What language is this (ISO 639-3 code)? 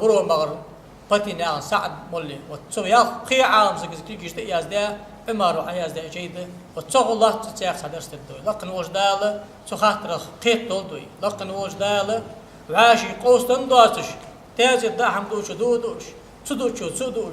inh